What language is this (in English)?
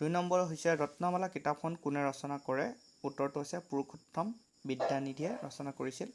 Assamese